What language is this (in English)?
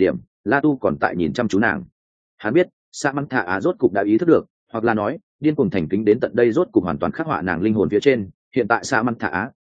Vietnamese